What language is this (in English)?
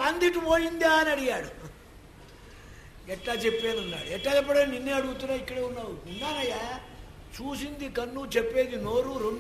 Telugu